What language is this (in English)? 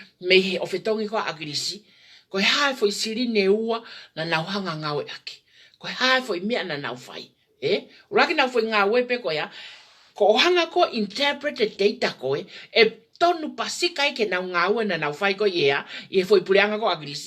Tongan